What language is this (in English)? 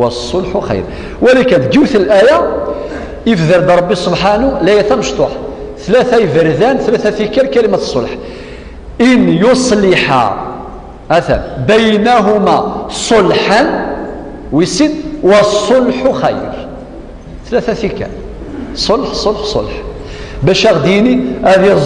Kabyle